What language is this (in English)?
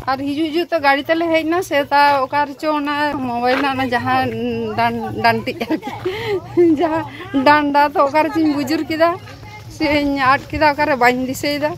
Santali